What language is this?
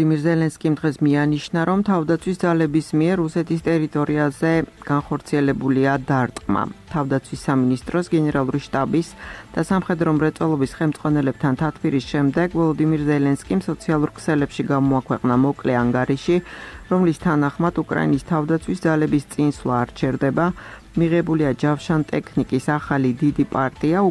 Georgian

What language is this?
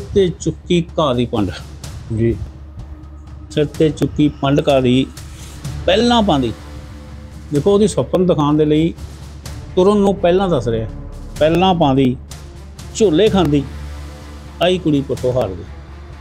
Punjabi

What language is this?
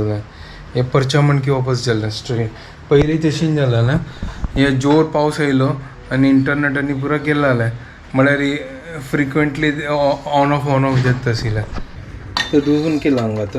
Konkani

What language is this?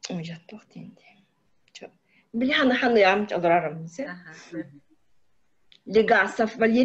Yakut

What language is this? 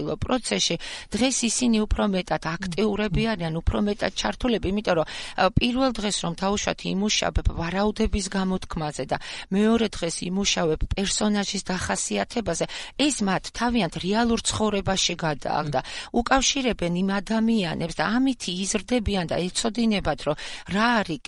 Georgian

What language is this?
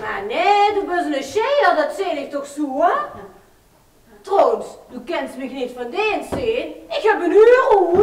Limburgish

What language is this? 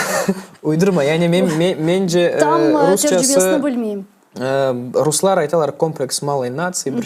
Crimean Tatar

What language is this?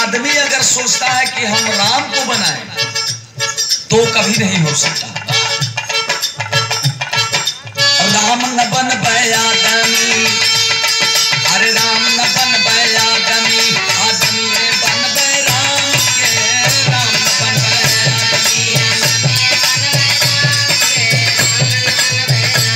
Bhojpuri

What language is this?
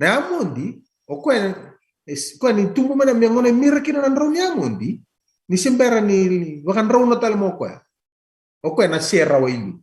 Fijian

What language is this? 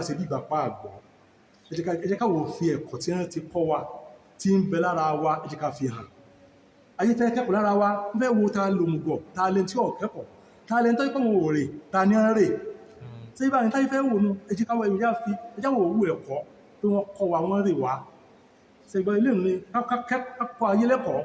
Yoruba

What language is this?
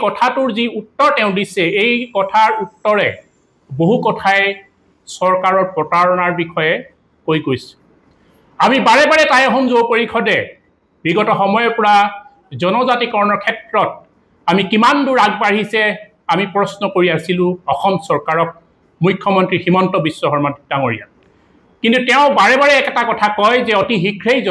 Assamese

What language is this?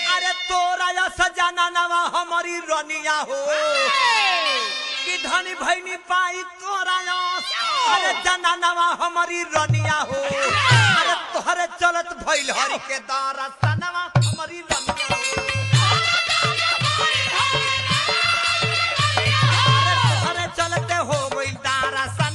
Bhojpuri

